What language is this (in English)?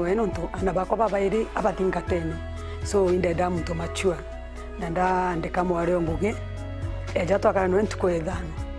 Meru